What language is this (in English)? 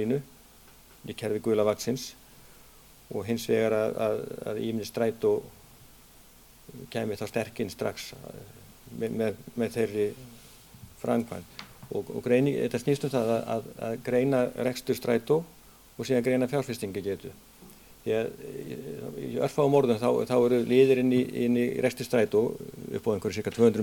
Icelandic